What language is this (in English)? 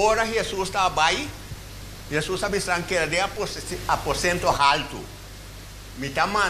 Papiamento